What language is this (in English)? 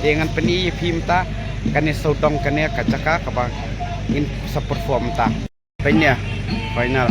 Khasi